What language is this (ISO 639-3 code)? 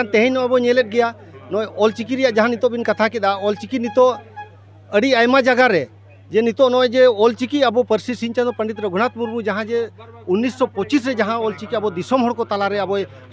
sat